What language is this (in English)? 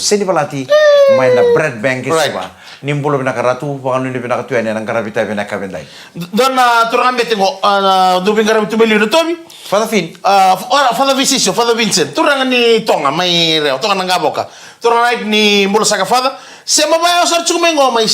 Fijian